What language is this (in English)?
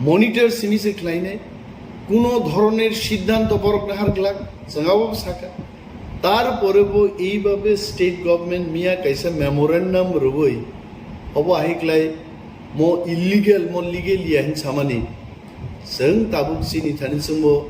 Kok Borok